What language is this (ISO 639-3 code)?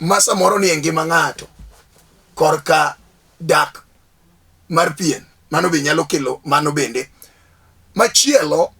luo